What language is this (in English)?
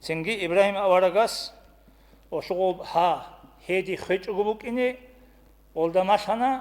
Avaric